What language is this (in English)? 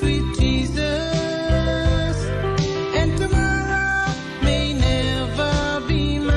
Pohnpeian